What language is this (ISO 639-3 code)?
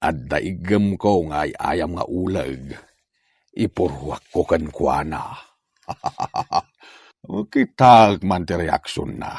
ilo